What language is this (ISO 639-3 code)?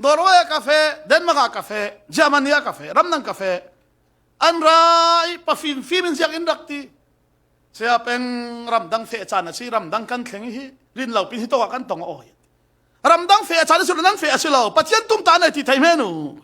cfm